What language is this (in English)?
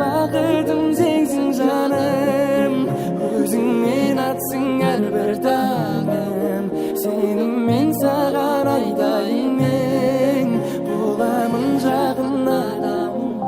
Kara-Kalpak